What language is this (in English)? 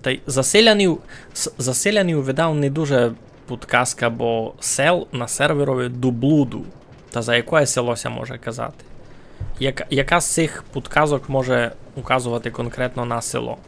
Rusyn